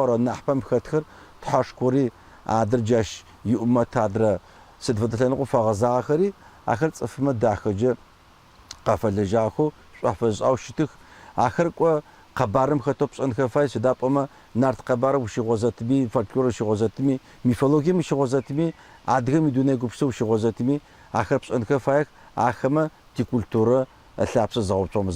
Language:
Adyghe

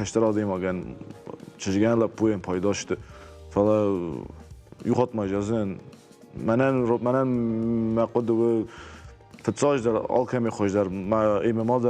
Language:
Ossetic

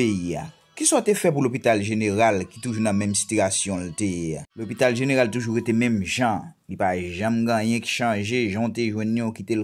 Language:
Haitian Creole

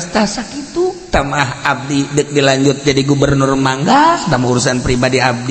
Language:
Sundanese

